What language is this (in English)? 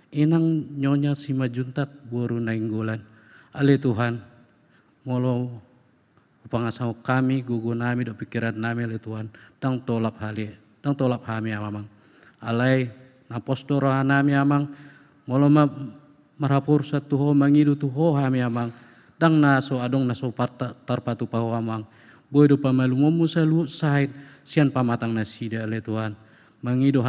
Batak Toba